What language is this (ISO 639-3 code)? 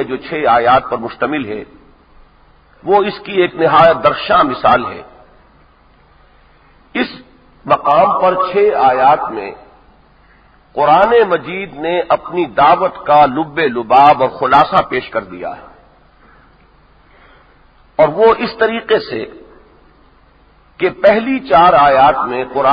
urd